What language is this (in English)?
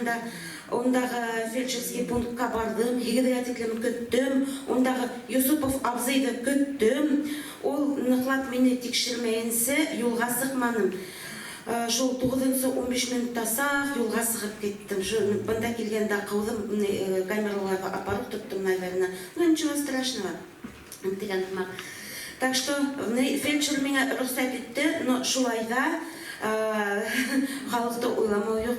Bashkir